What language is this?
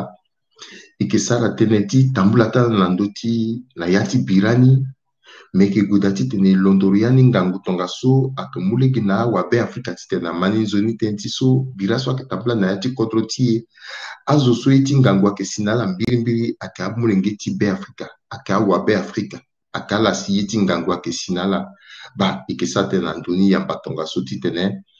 Sango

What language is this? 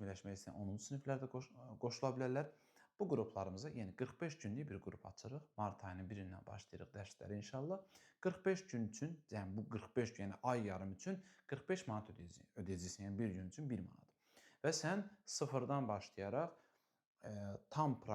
Azerbaijani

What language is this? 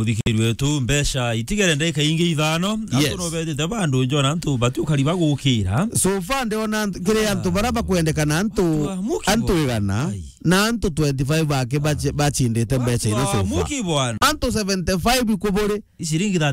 Meru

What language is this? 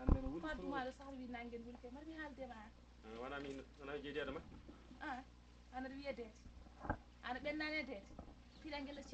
Fula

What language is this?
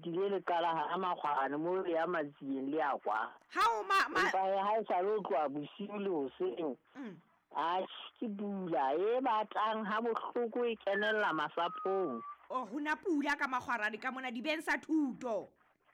Southern Sotho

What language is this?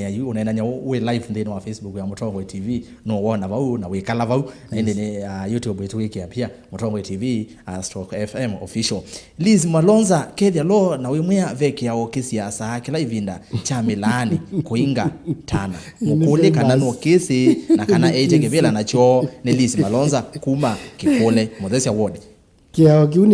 Kamba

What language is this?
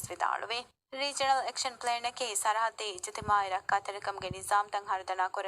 Divehi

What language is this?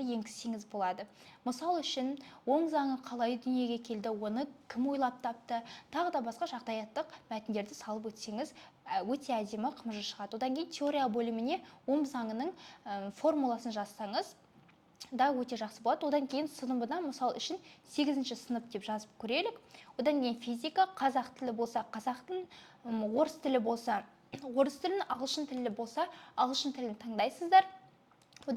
Kazakh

